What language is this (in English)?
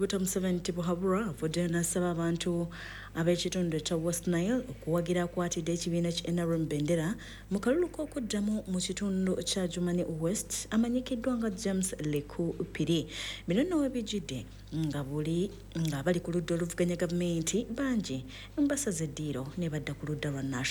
Ganda